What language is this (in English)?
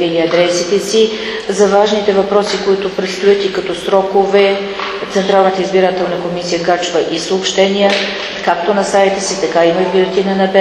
Bulgarian